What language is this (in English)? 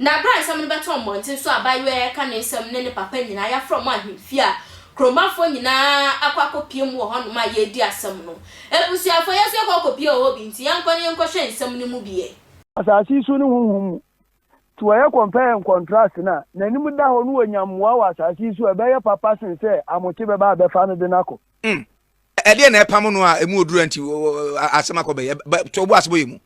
Akan